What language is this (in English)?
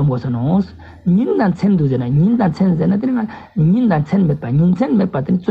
Ladakhi